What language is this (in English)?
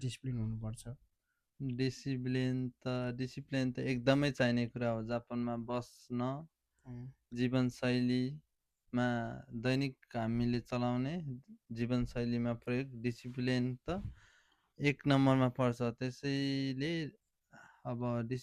Nepali